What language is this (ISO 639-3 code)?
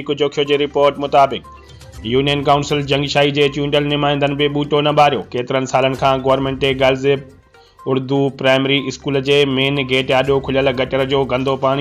snd